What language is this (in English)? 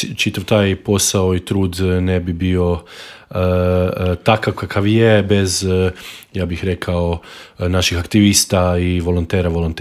Croatian